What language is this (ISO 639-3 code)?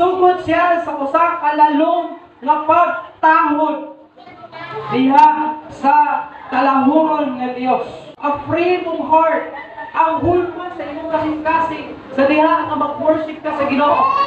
ceb